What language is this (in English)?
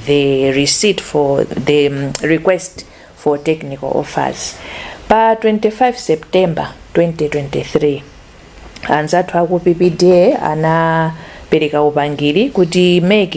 Nyanja